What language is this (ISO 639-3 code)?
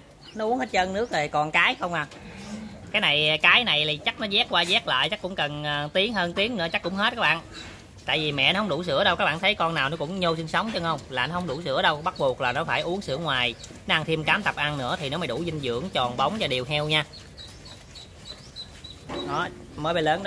vie